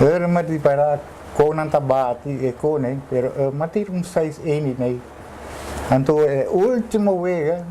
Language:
Papiamento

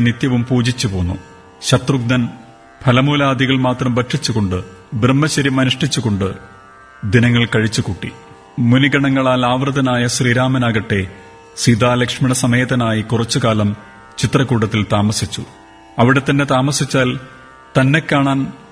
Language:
Malayalam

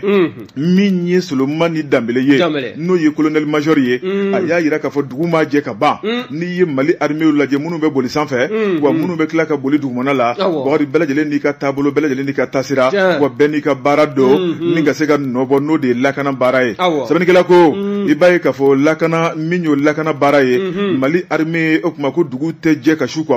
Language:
Bambara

